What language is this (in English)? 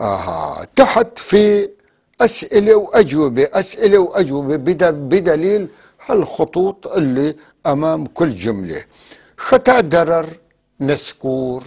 North Levantine Arabic